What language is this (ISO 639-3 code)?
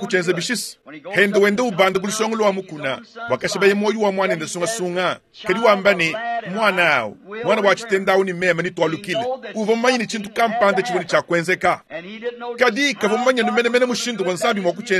lua